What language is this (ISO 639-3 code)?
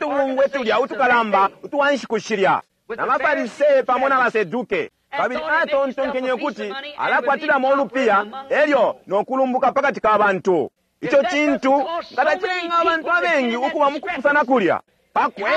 bem